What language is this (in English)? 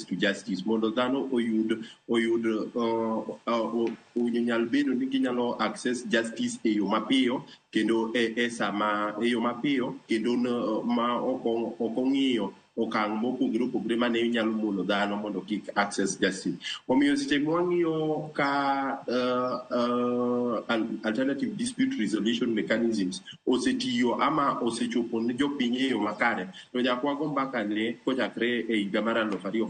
Luo (Kenya and Tanzania)